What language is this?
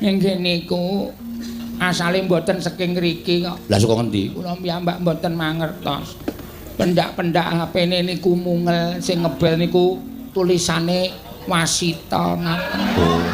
Javanese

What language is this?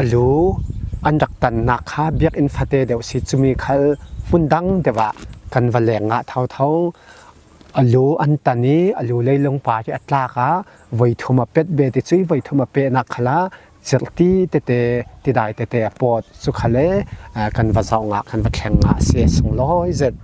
Falam Chin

